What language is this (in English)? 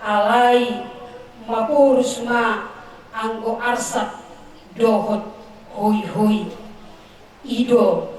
Batak Toba